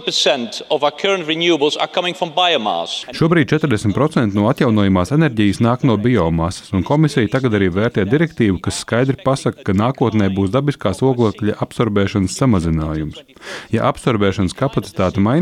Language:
Latvian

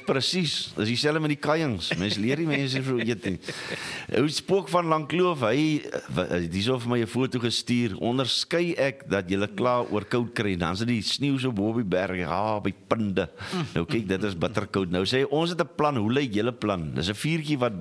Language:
Afrikaans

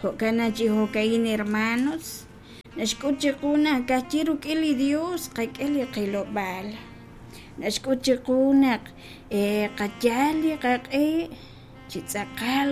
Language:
Kekchí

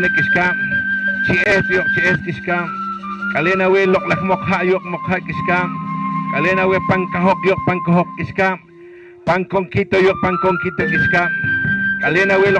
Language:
Poqomchi'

